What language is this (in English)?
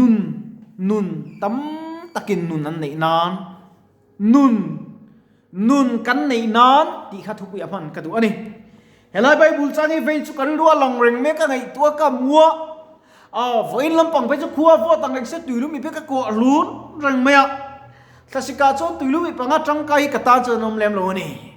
Mizo